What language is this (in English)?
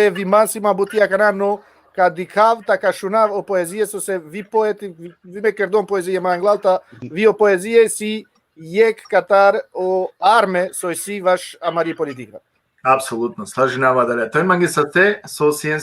Balkan Romani